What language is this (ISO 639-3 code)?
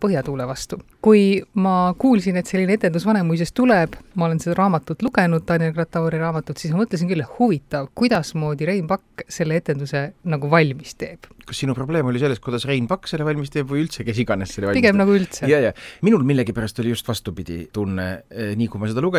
est